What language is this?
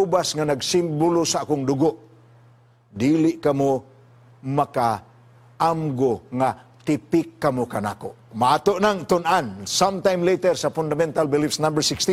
Cebuano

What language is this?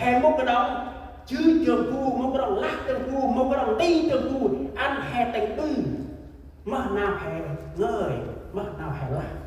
Central Mnong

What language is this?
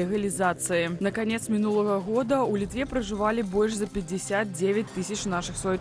Belarusian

